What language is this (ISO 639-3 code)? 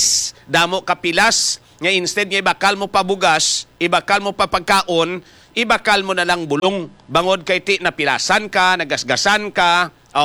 hil